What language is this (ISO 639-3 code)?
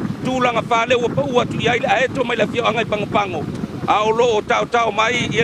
smo